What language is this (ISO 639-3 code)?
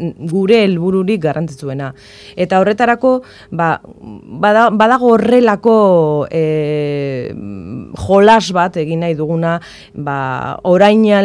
eus